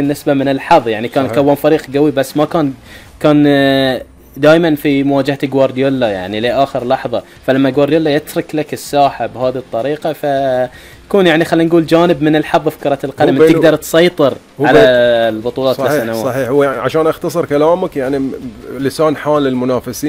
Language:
Gulf Arabic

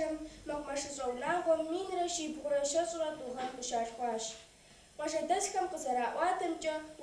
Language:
Kabardian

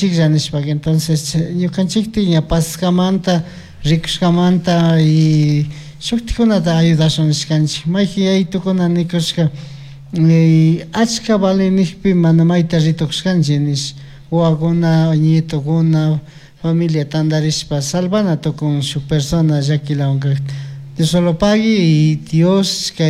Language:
Chimborazo Highland Quichua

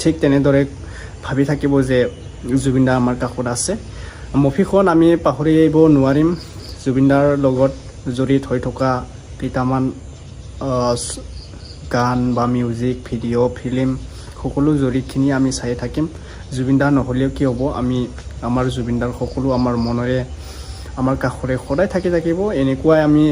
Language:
Assamese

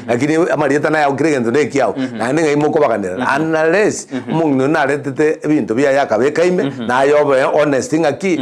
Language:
Gusii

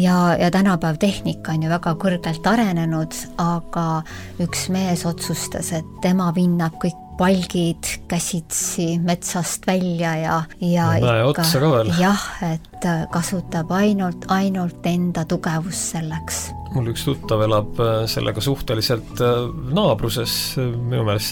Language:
Estonian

